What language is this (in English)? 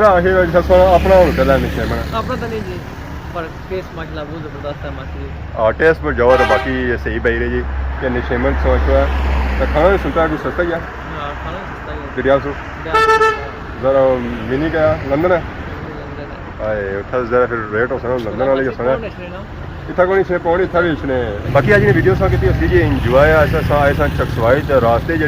Pahari-Potwari